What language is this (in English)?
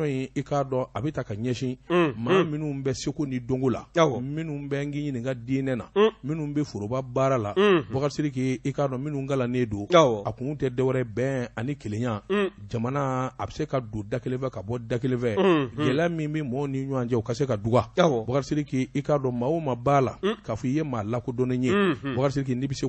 Bambara